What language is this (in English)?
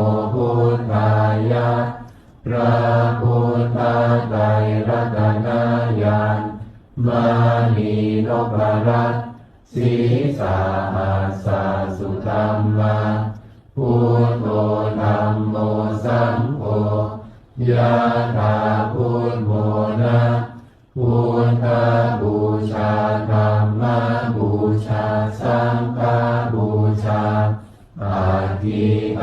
Pali